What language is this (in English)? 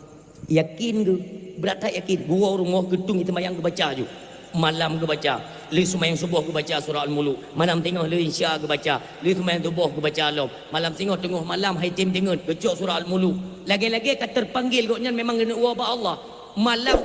Achinese